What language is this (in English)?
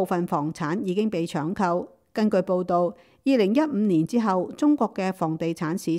Cantonese